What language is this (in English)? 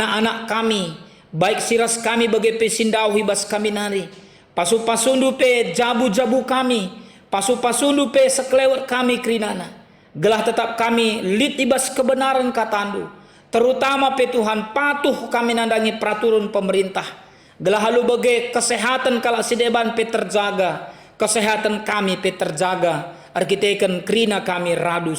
Batak Karo